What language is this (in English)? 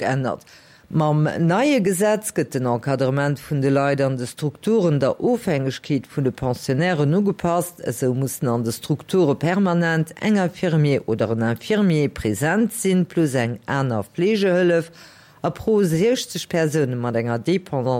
Luxembourgish